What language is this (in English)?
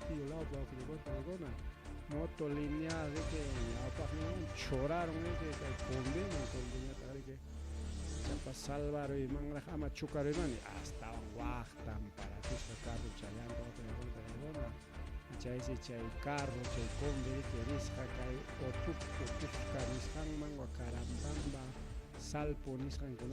Ayacucho Quechua